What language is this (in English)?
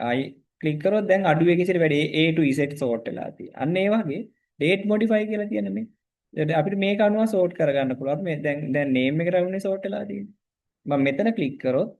Sinhala